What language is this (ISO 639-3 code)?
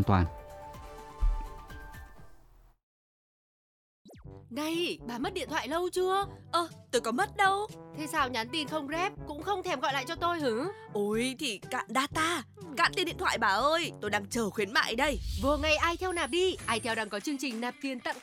vie